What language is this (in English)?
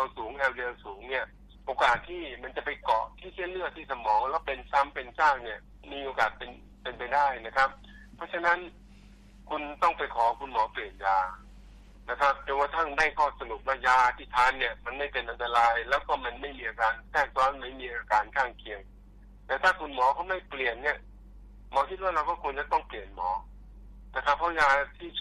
Thai